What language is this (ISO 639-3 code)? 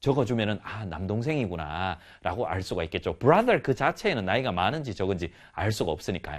kor